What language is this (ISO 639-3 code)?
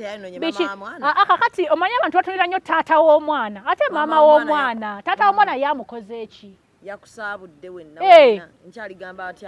lug